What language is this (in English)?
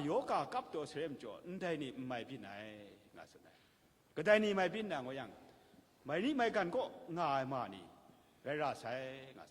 Kachin